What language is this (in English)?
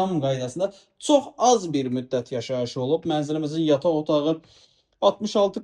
Azerbaijani